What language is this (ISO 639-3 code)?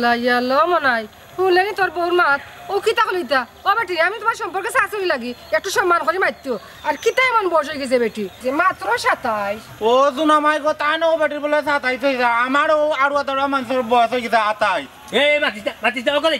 syl